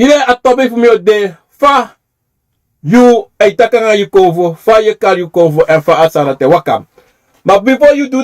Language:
Sranan Tongo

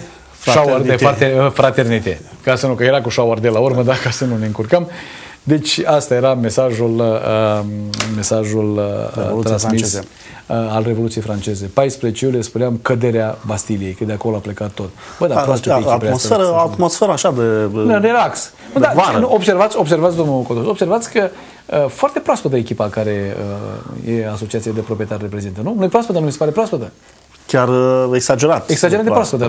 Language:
Romanian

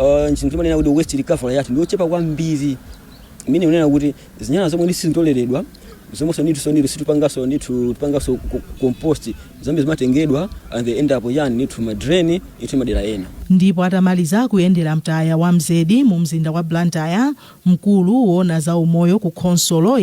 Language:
Nyanja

